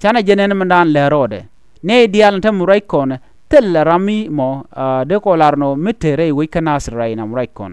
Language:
Nuer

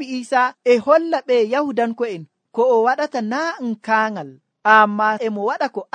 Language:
Nigerian Fulfulde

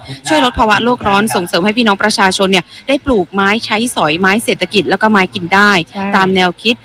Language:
Thai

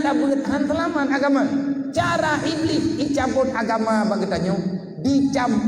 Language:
Achinese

